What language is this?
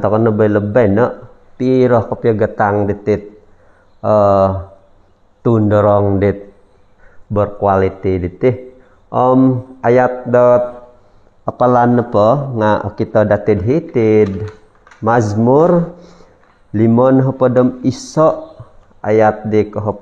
Central Dusun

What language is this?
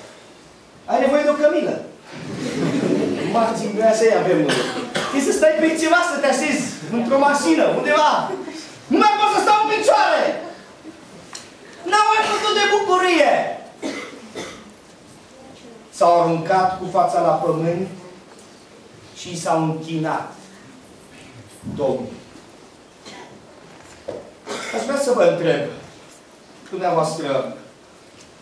Romanian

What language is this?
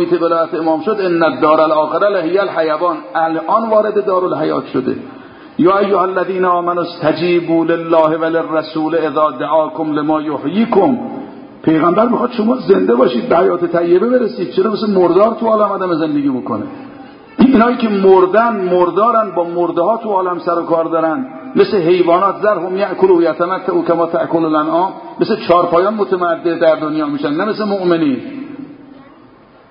Persian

